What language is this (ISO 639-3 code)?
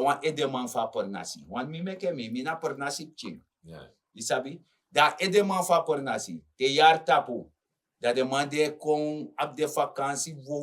srn